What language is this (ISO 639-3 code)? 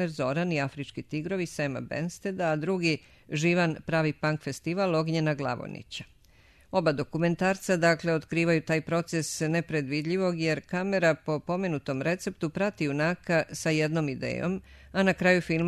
srp